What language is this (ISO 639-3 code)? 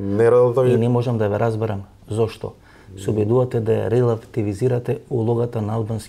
mkd